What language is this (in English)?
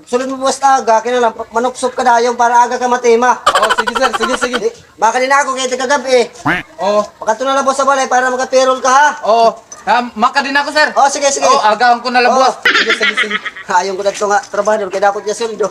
Waray